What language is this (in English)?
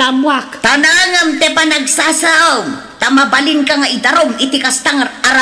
Iloko